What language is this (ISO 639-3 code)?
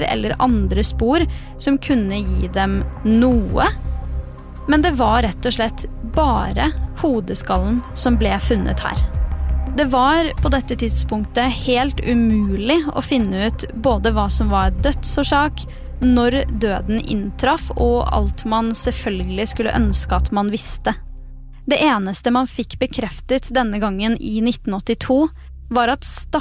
nor